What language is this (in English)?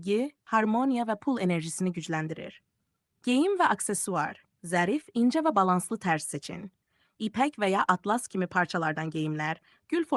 Azerbaijani